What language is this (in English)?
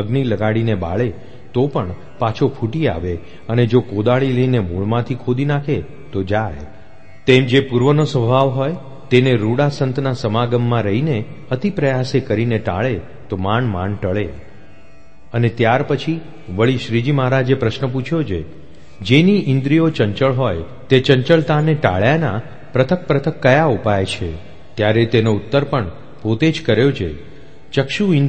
Gujarati